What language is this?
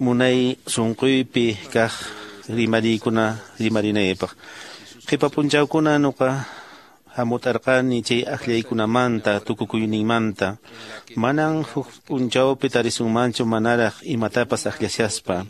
Quechua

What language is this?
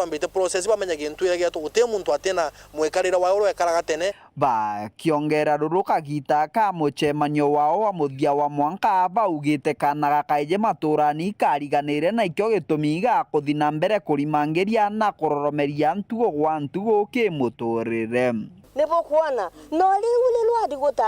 Meru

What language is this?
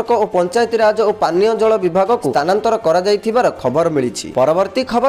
Odia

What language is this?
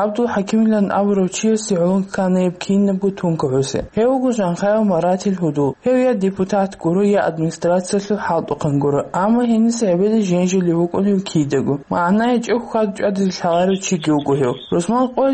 Avaric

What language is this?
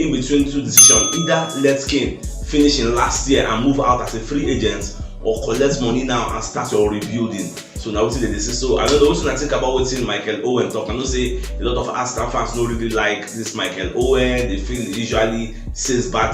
Nigerian Pidgin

